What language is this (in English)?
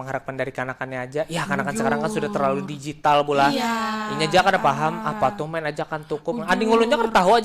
Banjar